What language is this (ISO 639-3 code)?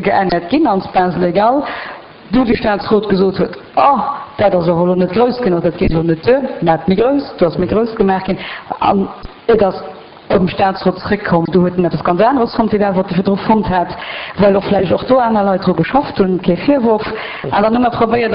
ltz